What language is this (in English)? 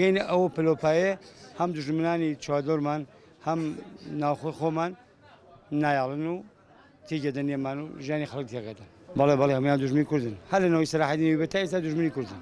Central Kurdish